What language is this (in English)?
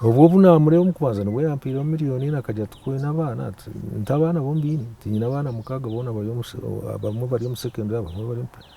Nyankole